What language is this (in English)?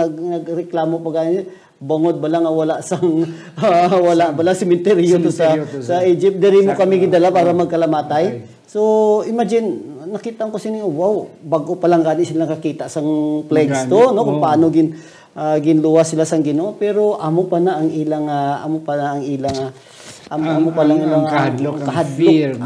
Hiligaynon